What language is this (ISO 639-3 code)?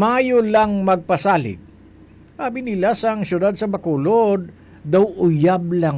hil